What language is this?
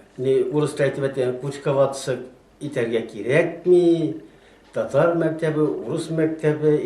Tatar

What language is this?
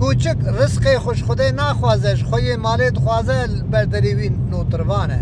Kurdish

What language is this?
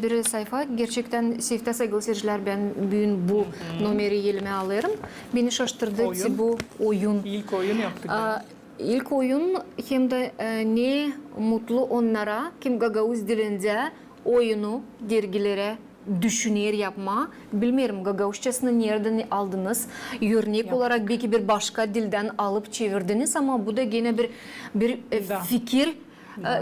Gagauz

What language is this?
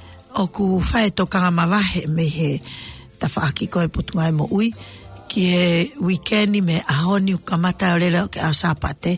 Tongan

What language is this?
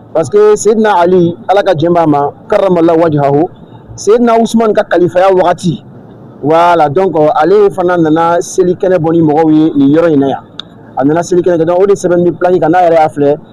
Bambara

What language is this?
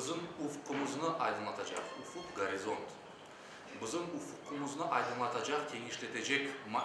Crimean Tatar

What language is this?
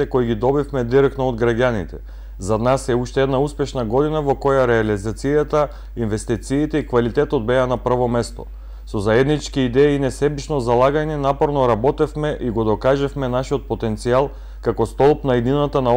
Macedonian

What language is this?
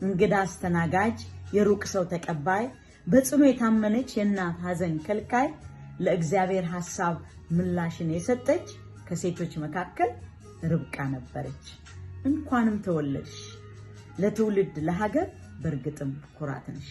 Amharic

